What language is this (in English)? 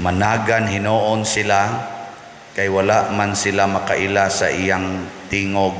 Cebuano